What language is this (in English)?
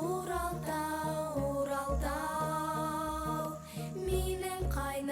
Bashkir